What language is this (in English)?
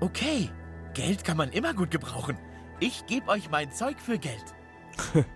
Swiss German